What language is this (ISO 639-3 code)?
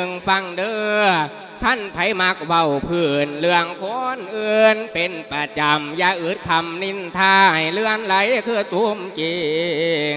lao